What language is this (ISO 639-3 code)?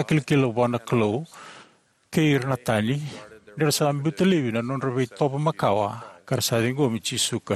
fij